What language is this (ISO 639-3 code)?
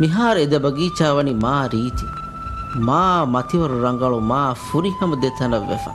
div